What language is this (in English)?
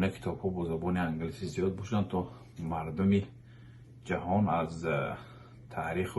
Tajik